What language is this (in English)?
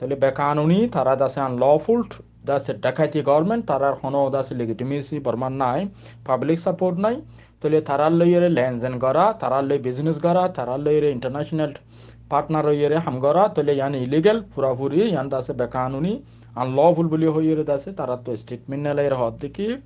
Rohingya